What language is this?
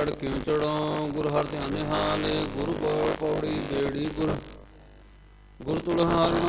Punjabi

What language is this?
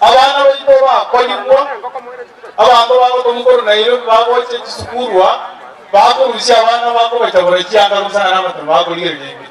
Gusii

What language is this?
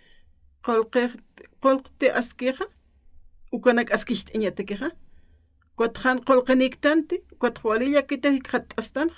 Aymara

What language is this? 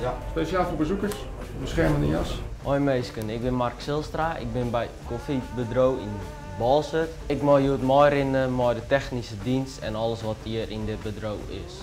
Western Frisian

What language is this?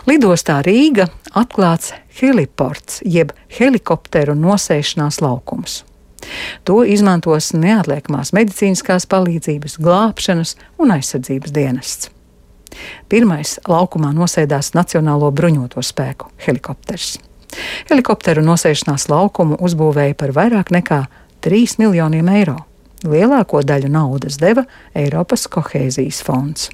Latvian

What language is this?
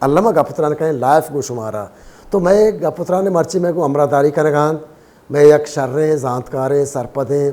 Baluchi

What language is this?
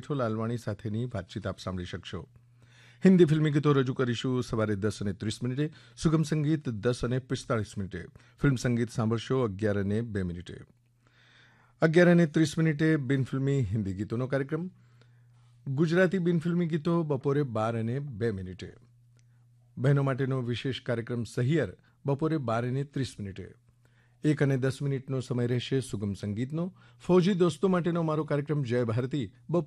Gujarati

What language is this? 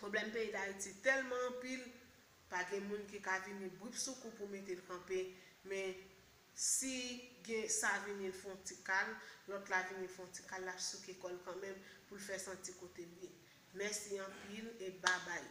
Haitian Creole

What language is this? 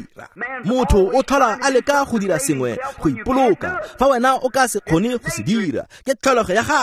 Tswana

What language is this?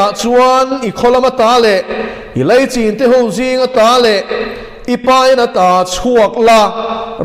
Mizo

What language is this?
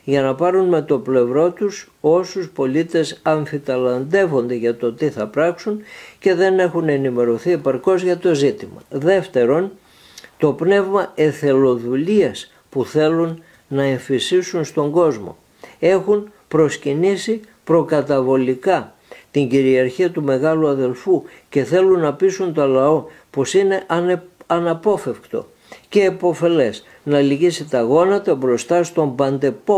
Greek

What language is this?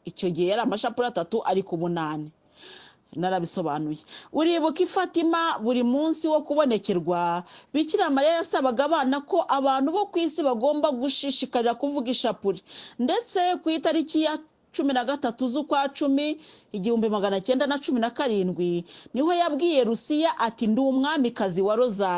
Kinyarwanda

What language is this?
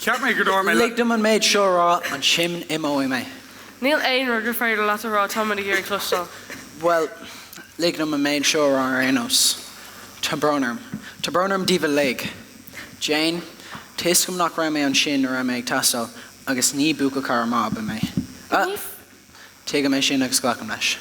Irish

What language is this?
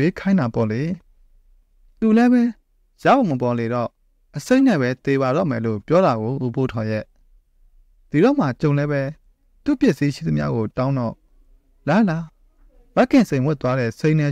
Burmese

